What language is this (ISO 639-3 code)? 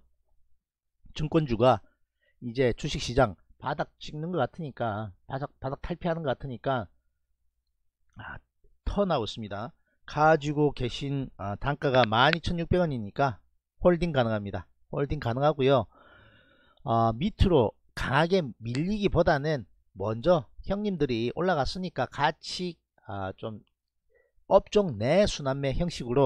kor